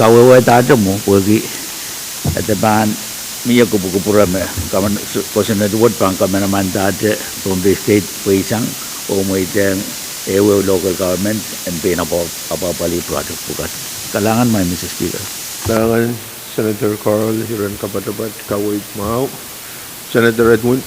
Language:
Pohnpeian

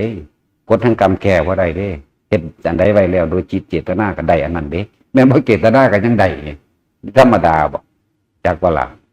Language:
Northeastern Thai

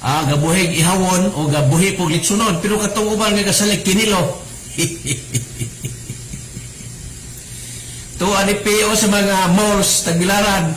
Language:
Cebuano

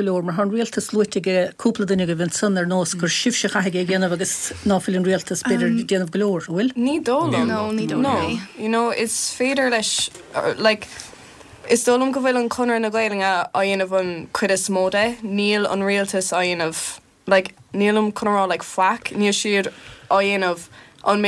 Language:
Irish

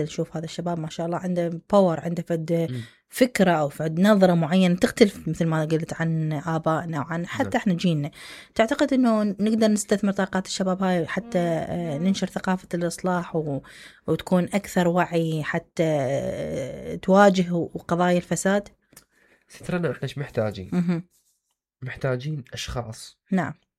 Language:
Mesopotamian Arabic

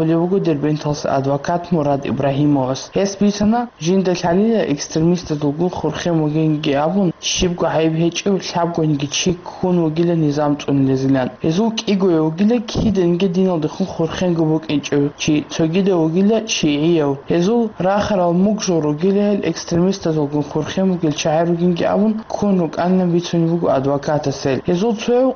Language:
Avaric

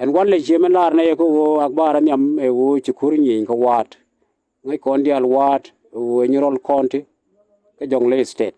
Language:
Nuer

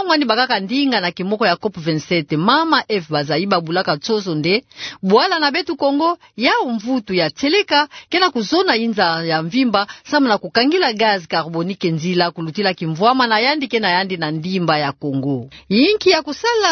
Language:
Kituba (Democratic Republic of Congo)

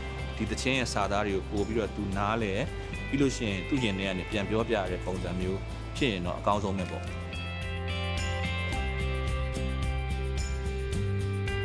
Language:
Burmese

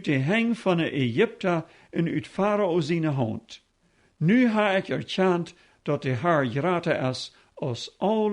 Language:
Plautdietsch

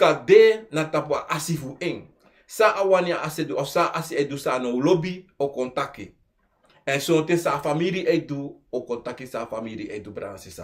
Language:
Sranan Tongo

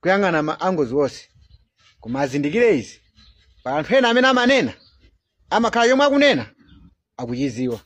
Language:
Nyanja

